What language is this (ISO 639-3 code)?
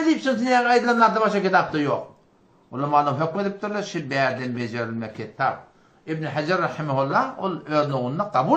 tuk